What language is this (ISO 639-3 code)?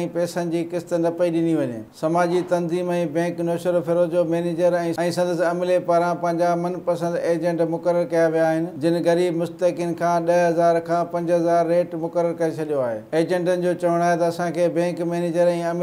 snd